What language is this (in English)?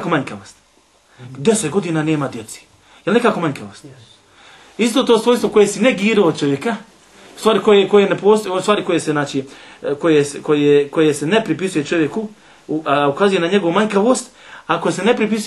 Bosnian